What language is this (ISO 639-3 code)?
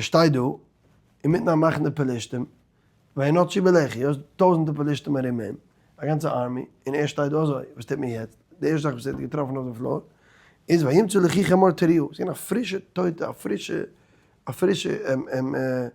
yid